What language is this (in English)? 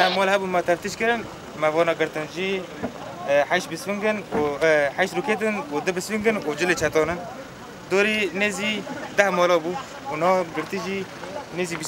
Kurdish